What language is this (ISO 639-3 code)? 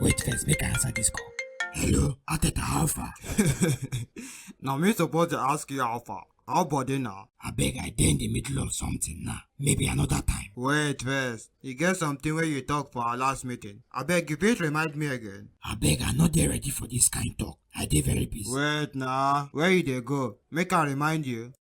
pcm